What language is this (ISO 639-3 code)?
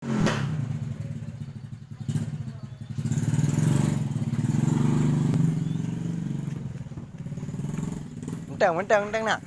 ace